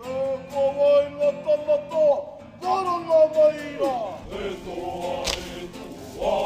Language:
Māori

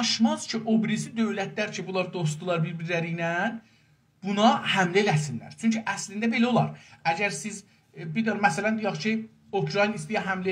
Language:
South Azerbaijani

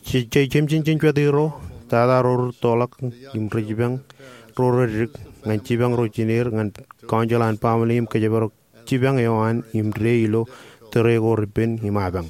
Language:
Marshallese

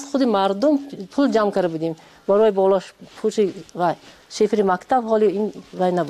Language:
Persian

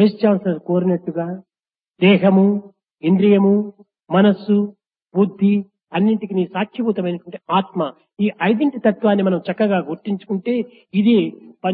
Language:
Telugu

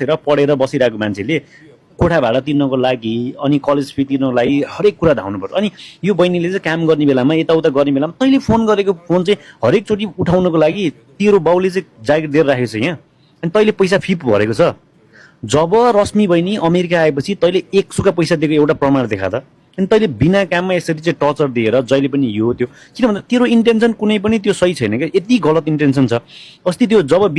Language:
Nepali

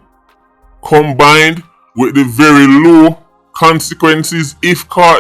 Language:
Jamaican Creole English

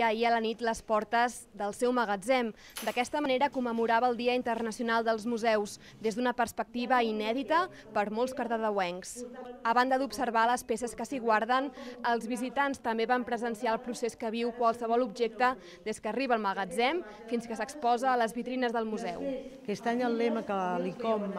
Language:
Catalan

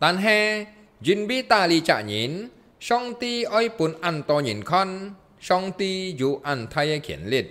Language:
Hakka Chinese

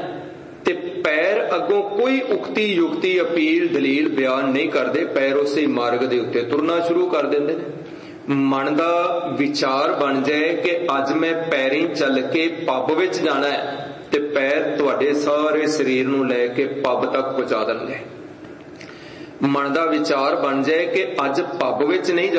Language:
Punjabi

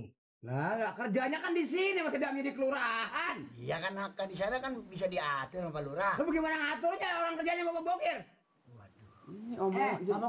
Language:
Betawi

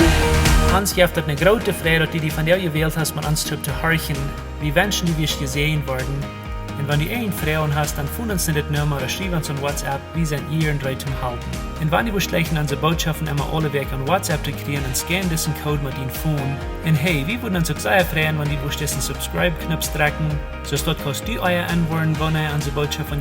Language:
Plautdietsch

